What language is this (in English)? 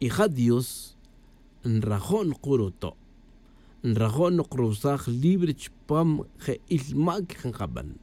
Tz'utujil